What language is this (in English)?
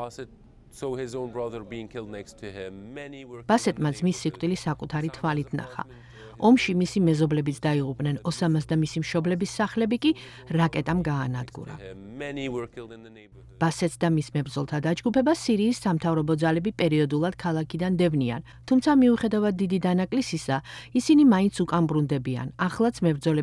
Georgian